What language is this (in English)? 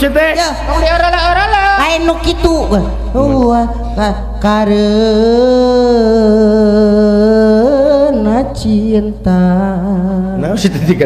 Sundanese